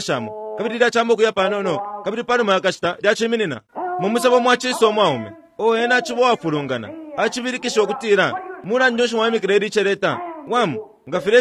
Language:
Bemba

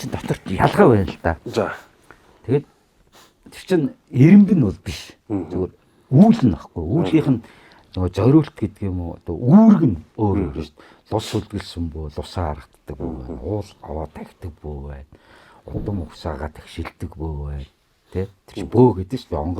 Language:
Mongolian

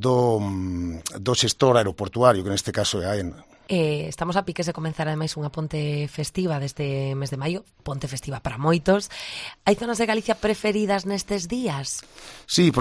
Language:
Galician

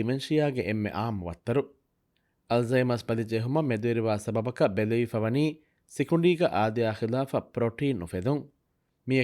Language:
Divehi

